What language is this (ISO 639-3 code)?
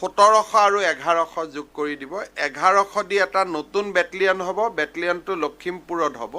asm